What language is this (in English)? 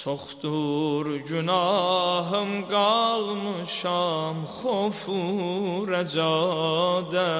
Azerbaijani